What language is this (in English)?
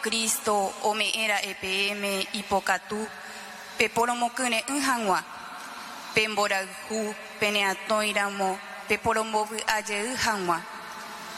Guarani